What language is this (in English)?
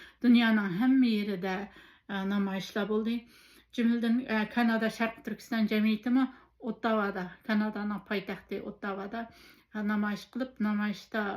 Uyghur